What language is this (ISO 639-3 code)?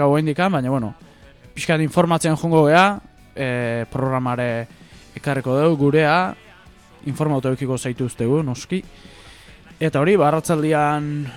eus